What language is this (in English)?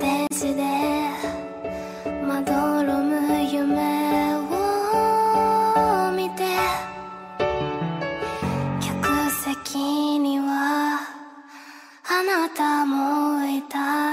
Japanese